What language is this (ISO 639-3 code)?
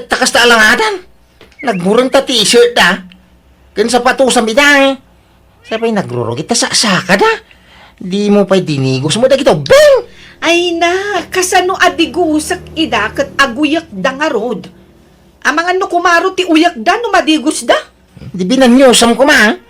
ilo